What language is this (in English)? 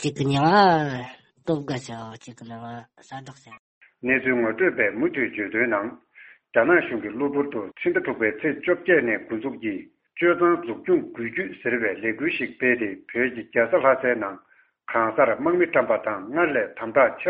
Tibetan